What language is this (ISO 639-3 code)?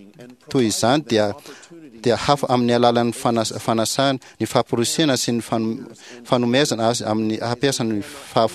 mlg